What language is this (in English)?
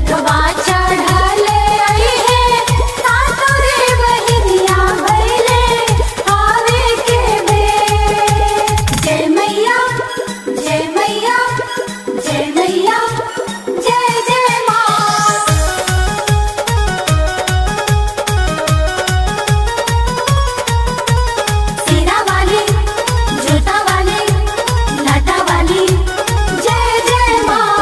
Bhojpuri